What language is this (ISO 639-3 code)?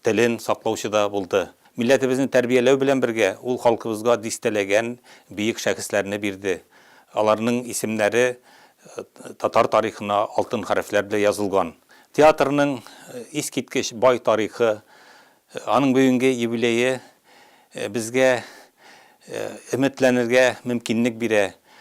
tat